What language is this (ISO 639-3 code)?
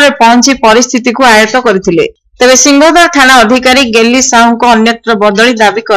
ori